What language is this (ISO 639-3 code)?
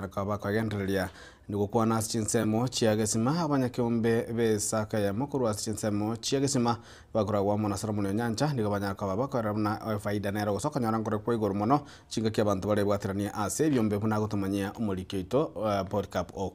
guz